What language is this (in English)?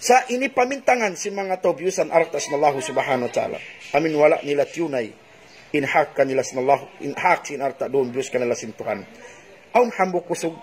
Tausug